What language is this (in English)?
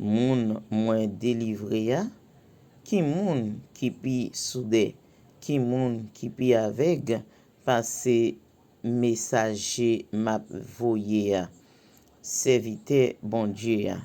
Haitian Creole